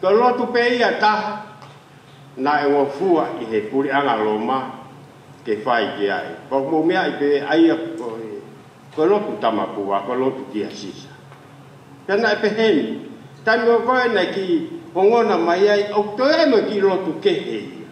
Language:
Tongan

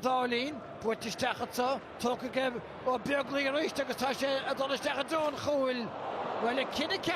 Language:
Irish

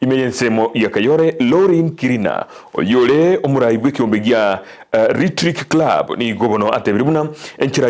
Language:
Gusii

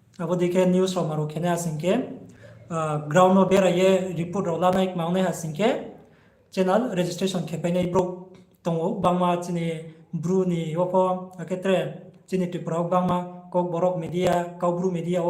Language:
Riang (India)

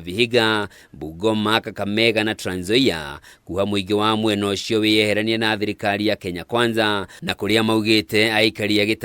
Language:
Kikuyu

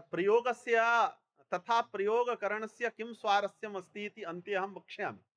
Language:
Sanskrit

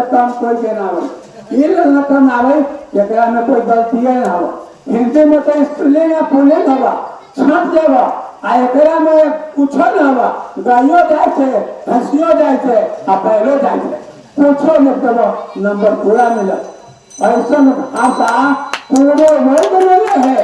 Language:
Magahi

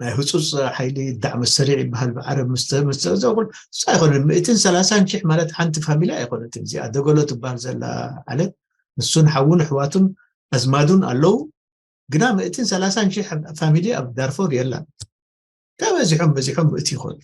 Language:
Tigrinya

